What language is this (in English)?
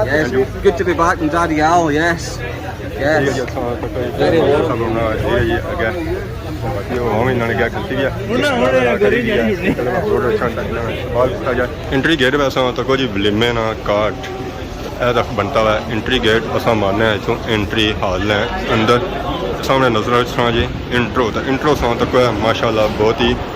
Pahari-Potwari